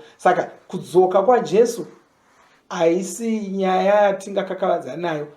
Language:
Shona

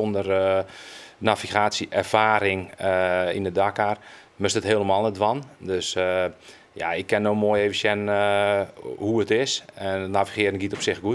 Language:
Western Frisian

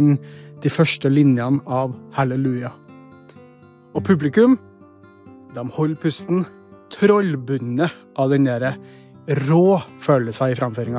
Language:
Norwegian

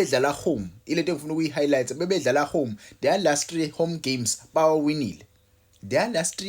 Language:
Zulu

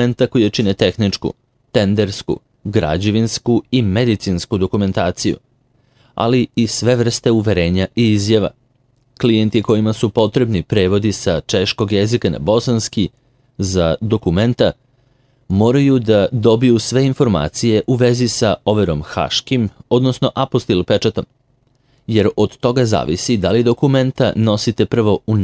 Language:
Serbian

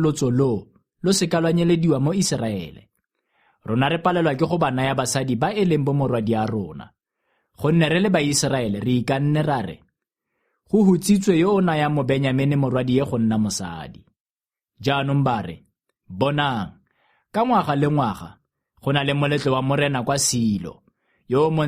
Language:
Tswana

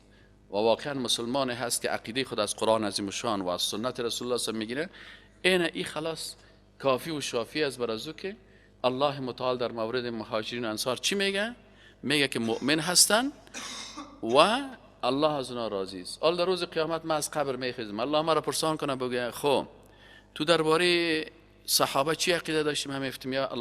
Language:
Persian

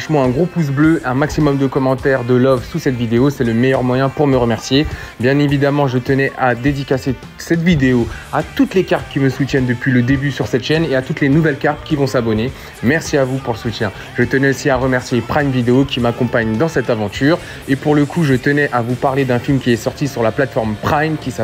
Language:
French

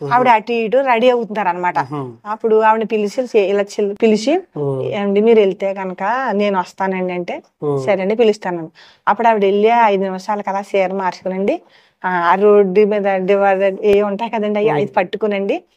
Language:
Telugu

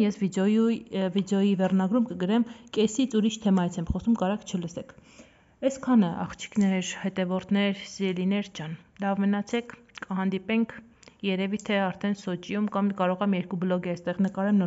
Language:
Armenian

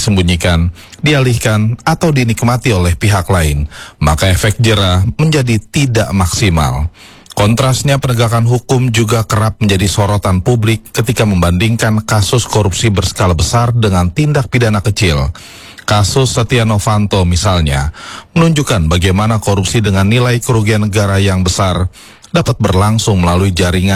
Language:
Indonesian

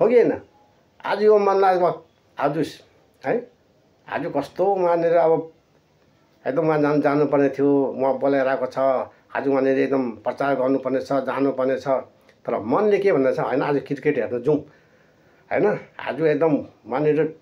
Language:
Nepali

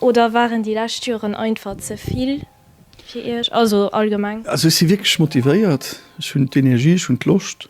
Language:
Luxembourgish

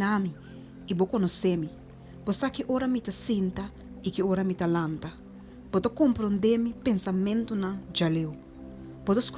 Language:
Papiamento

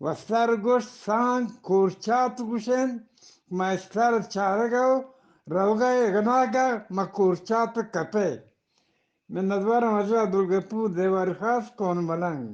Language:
Eastern Balochi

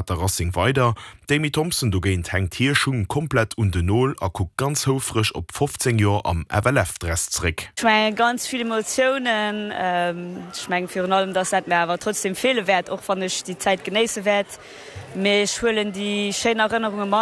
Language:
Luxembourgish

